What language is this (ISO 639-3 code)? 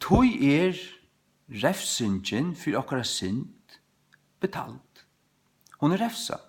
fao